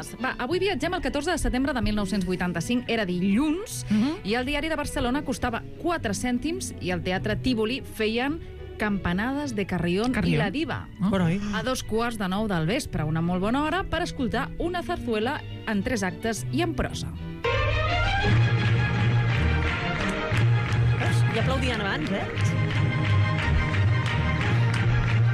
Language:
Catalan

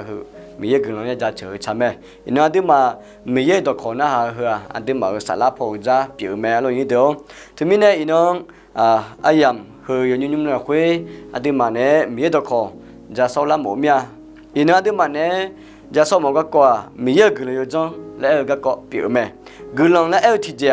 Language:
Akha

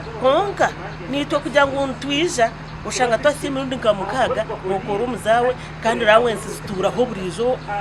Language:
Nyankole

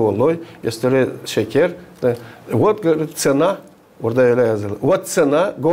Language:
Gagauz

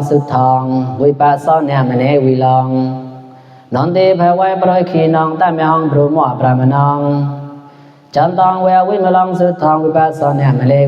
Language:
Mon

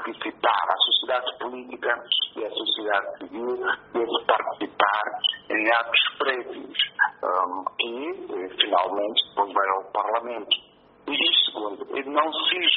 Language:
Portuguese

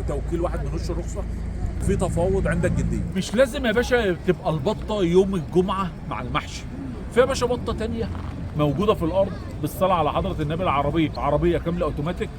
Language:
Egyptian Arabic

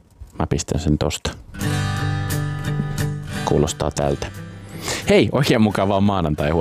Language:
Finnish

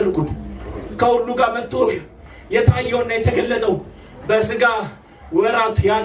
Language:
Amharic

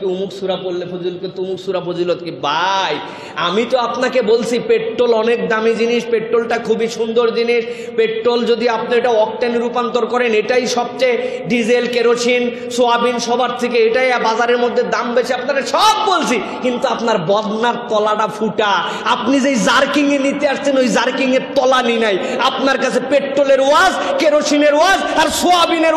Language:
Bangla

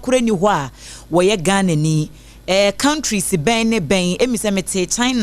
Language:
Akan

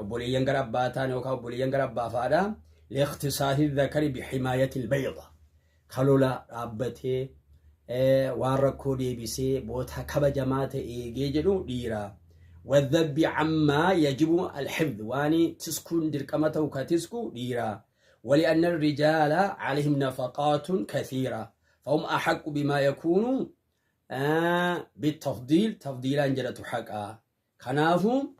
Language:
Oromo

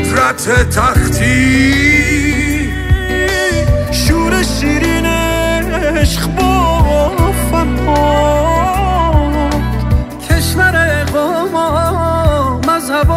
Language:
Persian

